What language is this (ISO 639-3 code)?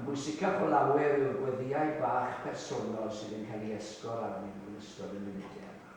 cym